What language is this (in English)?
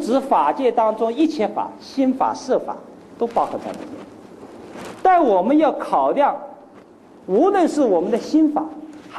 Chinese